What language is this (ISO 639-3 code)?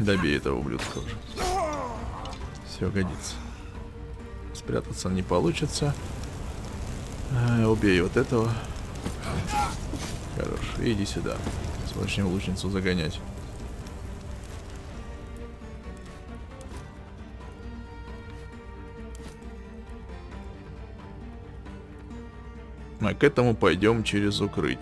rus